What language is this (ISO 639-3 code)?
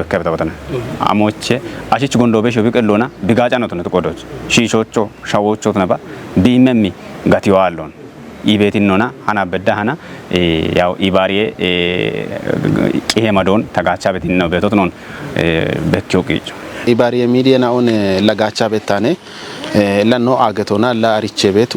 kbr